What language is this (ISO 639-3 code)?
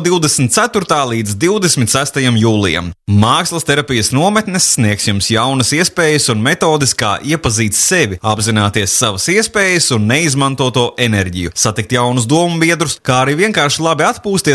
lav